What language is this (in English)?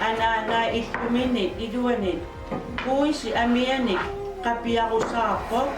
Kalaallisut